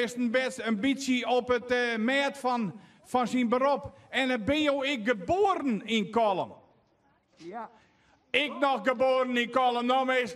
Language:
Western Frisian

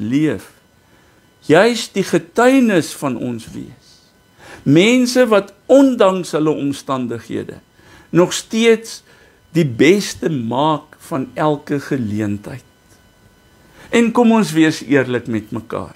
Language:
Afrikaans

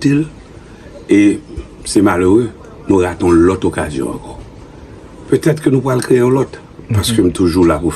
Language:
Haitian Creole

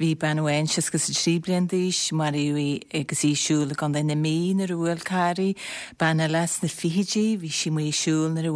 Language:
Irish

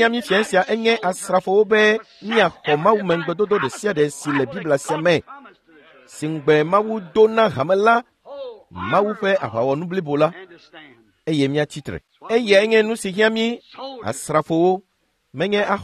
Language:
Ewe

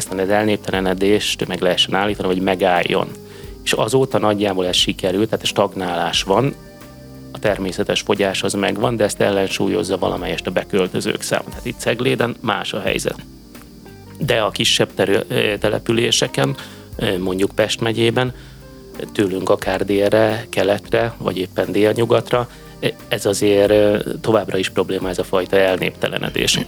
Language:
Hungarian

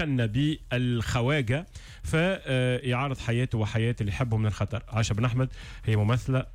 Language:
Tunisian Arabic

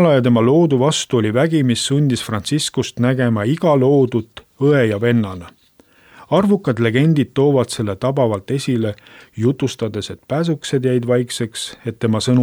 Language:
Estonian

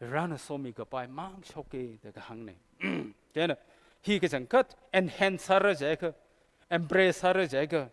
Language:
Tangkhul Naga (India)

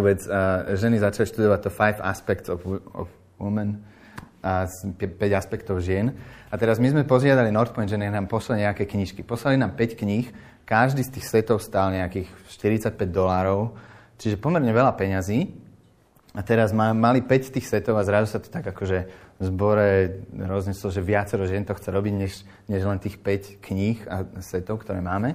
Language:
Slovak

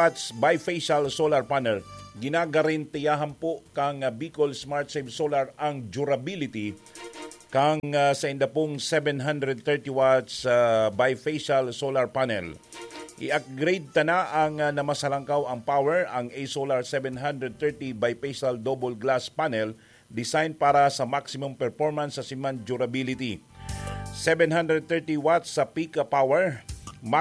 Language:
Bikol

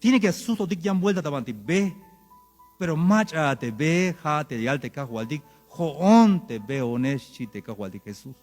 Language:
Tzeltal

